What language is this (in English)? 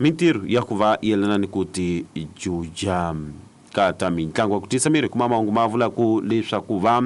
Tsonga